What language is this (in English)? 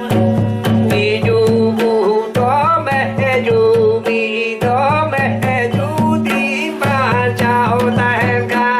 Santali